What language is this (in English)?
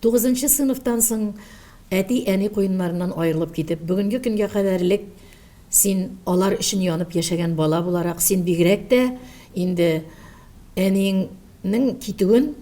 Tatar